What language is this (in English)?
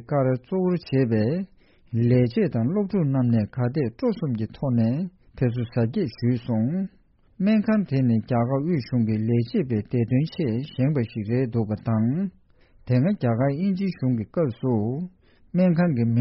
Tibetan